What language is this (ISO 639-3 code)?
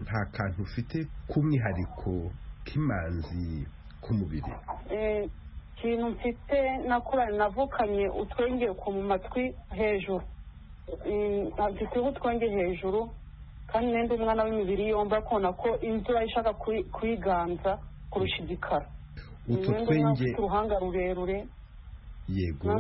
kin